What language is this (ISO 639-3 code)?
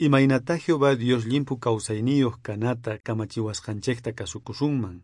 quh